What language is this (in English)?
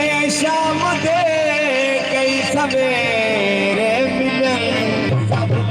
Saraiki